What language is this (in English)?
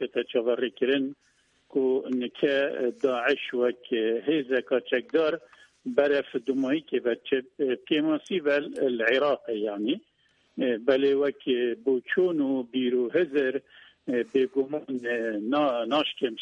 Kurdish